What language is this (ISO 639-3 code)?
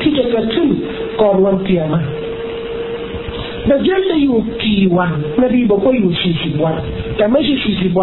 tha